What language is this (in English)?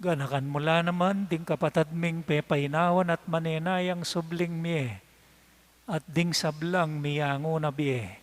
Pampanga